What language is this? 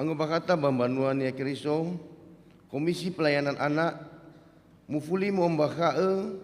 Nias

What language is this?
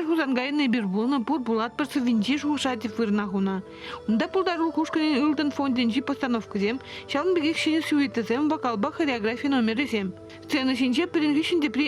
Chuvash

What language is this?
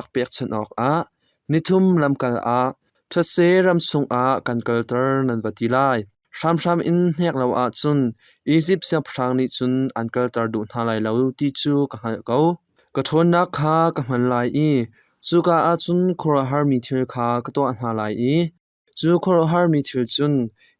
Hakha Chin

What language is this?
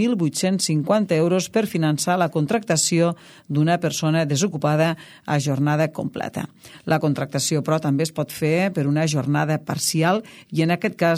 Catalan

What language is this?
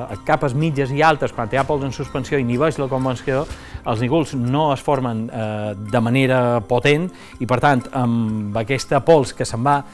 Catalan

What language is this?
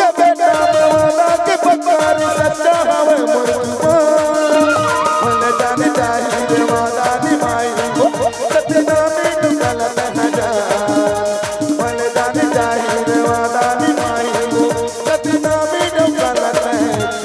Chhattisgarhi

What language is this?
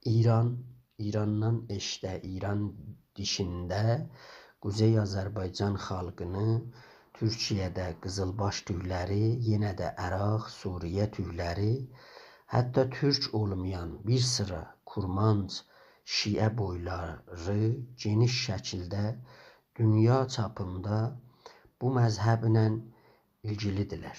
South Azerbaijani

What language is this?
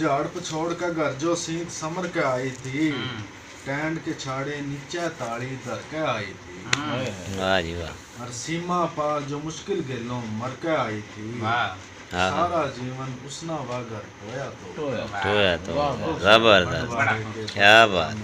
Haryanvi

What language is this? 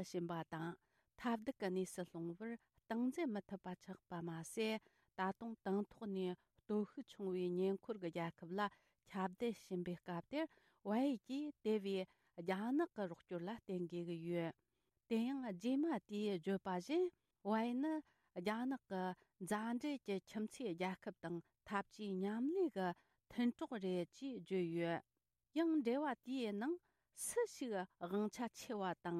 Tibetan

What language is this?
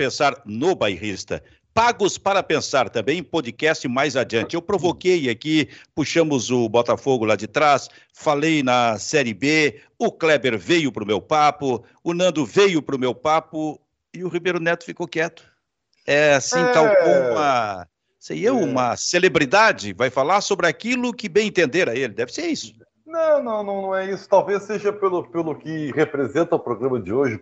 Portuguese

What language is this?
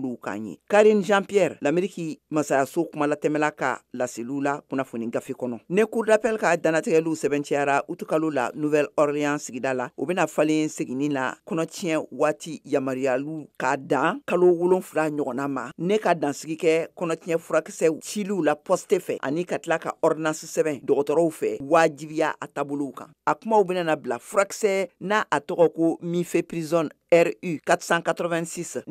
Bambara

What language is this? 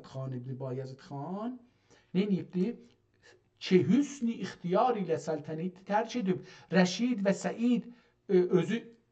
South Azerbaijani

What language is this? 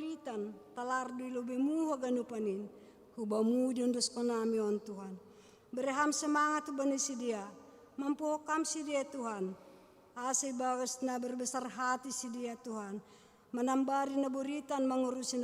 Batak Simalungun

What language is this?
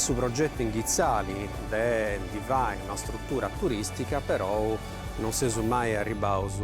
Sardinian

